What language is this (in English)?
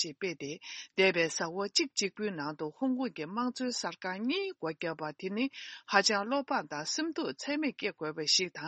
Tibetan